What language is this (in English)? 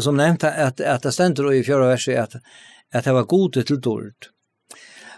Faroese